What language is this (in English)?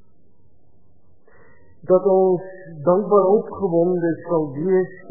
Afrikaans